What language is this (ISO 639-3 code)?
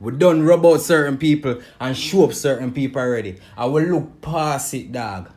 jam